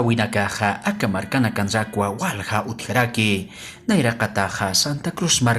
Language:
Aymara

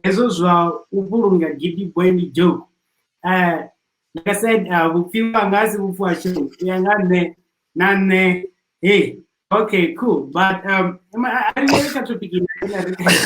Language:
Venda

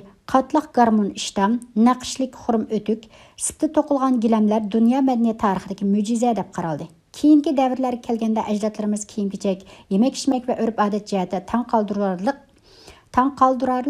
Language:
Uyghur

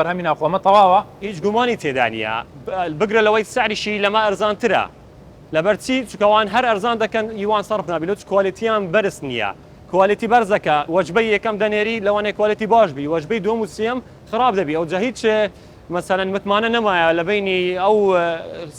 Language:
Central Kurdish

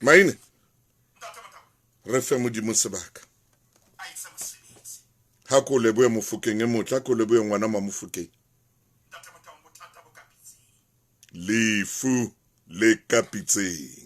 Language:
Southern Sotho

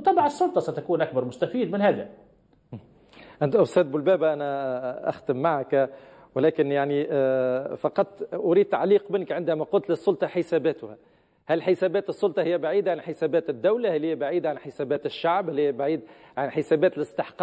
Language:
Arabic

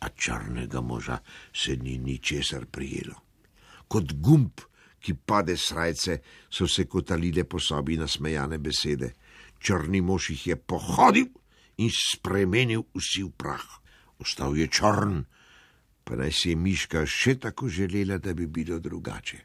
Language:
Slovenian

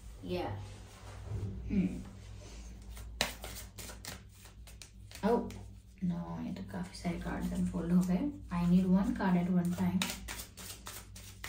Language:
Hindi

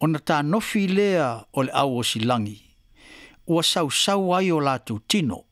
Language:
Samoan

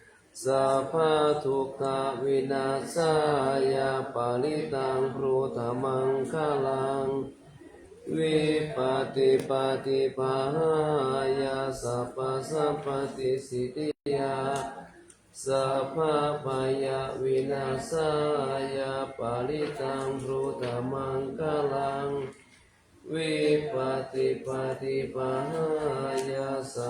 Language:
Pali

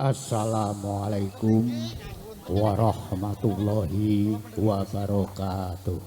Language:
Javanese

